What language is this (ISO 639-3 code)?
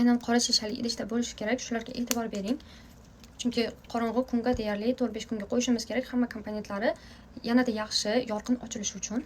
uzb